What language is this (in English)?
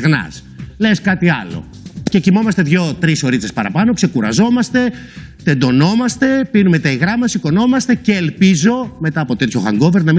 Greek